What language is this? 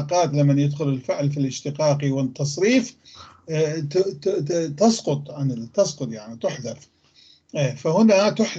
North Levantine Arabic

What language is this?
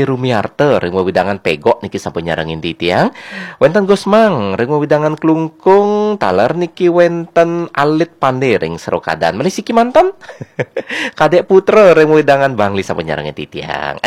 Balinese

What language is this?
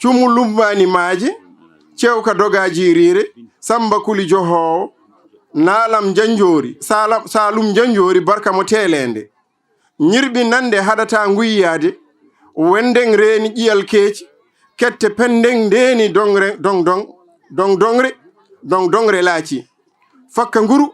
Fula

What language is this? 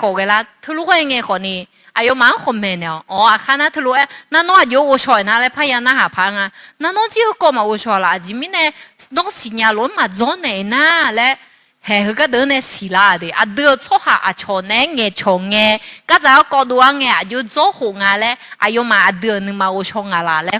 Akha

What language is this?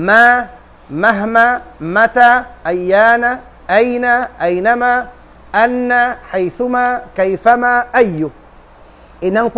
Tausug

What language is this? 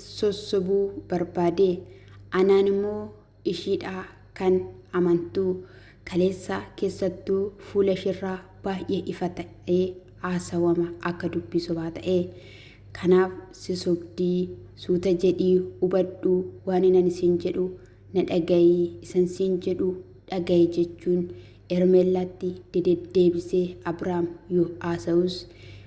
Oromo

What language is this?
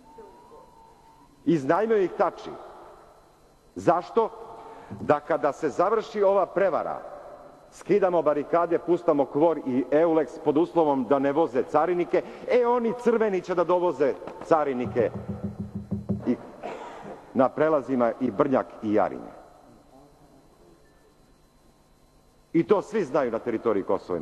Serbian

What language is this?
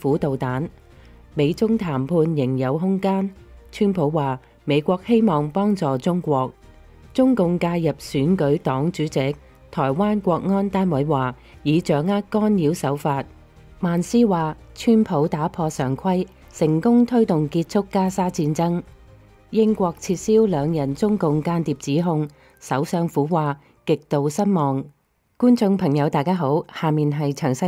Cantonese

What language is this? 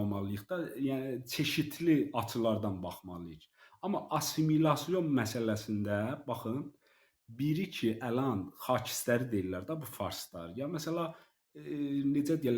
South Azerbaijani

